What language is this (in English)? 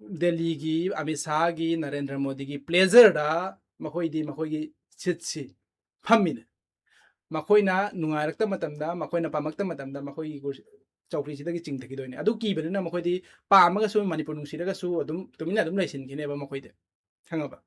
Manipuri